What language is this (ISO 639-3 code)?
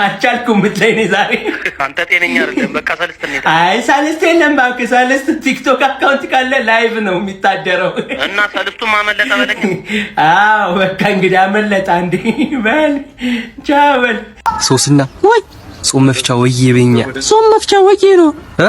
amh